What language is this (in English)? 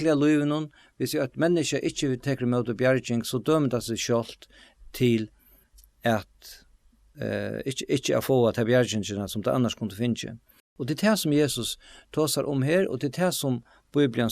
Faroese